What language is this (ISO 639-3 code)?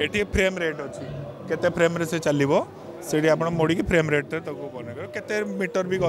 ori